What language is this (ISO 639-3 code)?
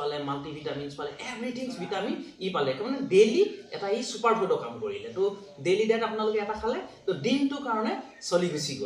asm